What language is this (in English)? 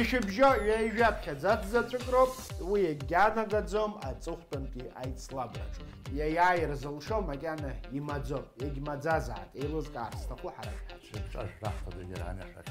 Abkhazian